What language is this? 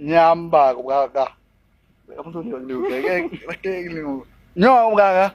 Achinese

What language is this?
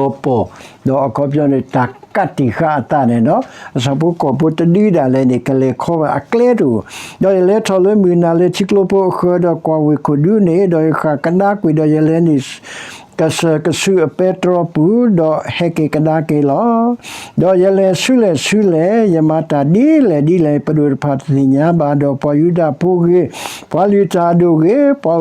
S'gaw Karen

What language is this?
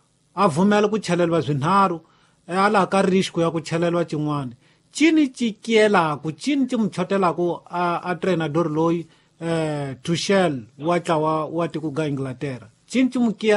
Tsonga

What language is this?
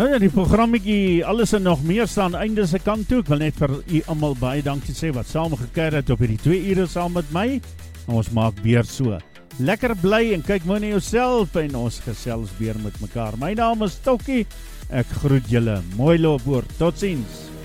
Afrikaans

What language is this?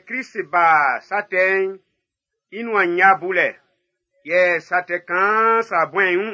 Baoulé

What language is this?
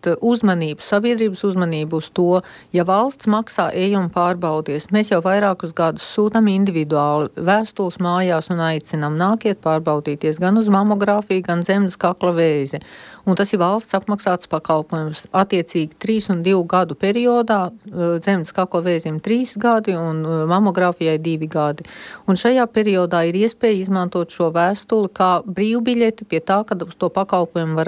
Latvian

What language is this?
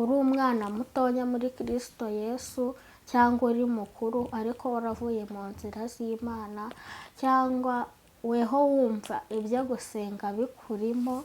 Kinyarwanda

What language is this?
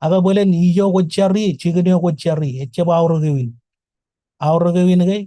Marshallese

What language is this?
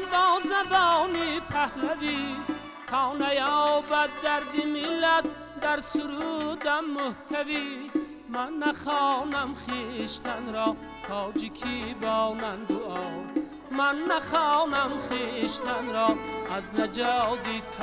Tajik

